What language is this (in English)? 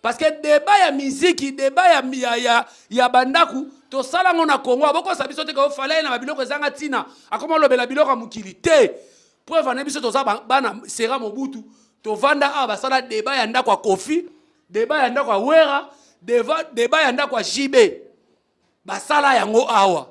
Lingala